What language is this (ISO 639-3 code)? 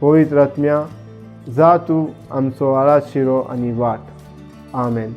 kok